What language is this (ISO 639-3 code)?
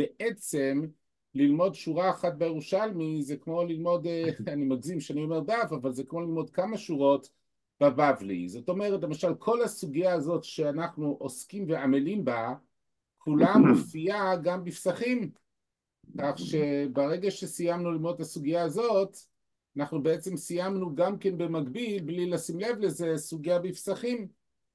heb